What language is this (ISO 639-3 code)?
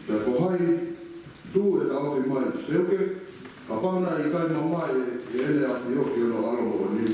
ton